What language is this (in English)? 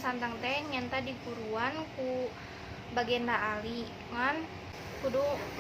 Sundanese